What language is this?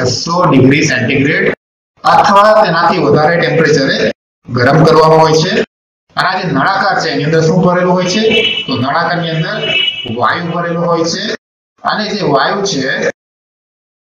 Gujarati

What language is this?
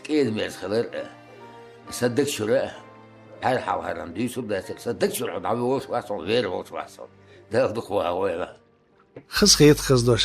Chechen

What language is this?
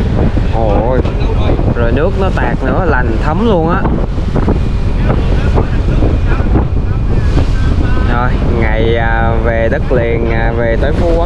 Vietnamese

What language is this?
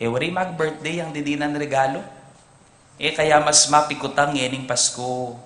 Pampanga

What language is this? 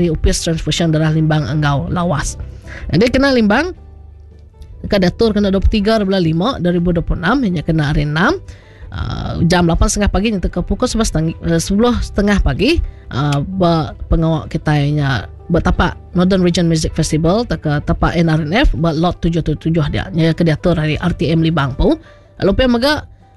Iban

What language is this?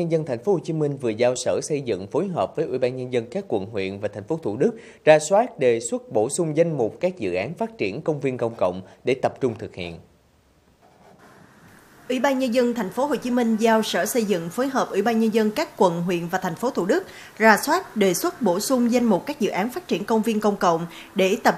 Vietnamese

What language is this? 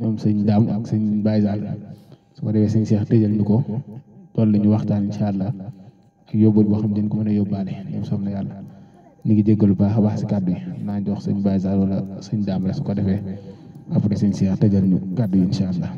Wolof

